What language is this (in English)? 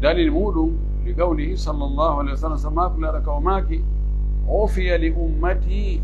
Pular